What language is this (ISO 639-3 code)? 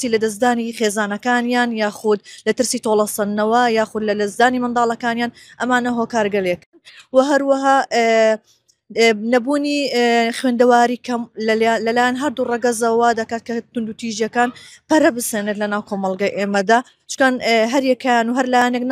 ckb